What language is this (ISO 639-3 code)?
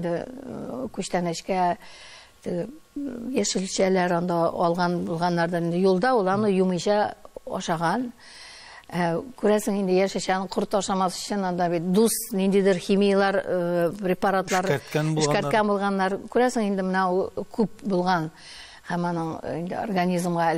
tat